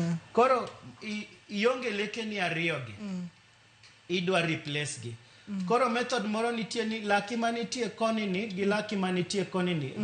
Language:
Luo (Kenya and Tanzania)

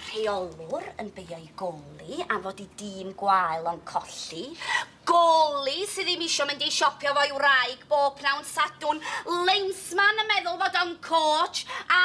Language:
Welsh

